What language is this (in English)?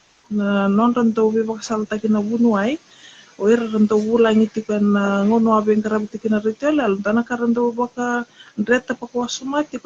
Fijian